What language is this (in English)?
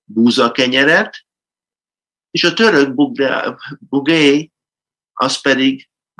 Hungarian